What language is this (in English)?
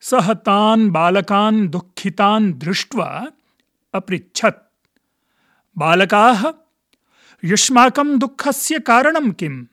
Sanskrit